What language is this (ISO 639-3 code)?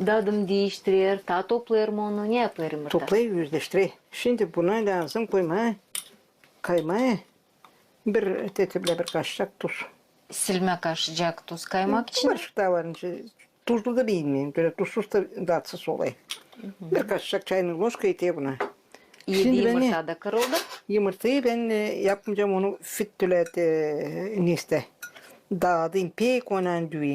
gag